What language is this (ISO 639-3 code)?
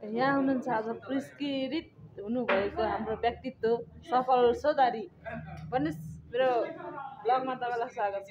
nep